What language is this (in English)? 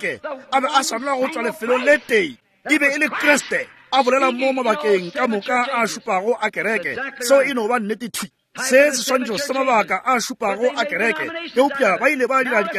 Northern Sotho